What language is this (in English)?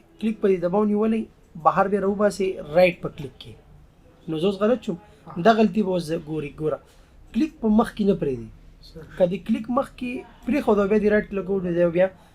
Pashto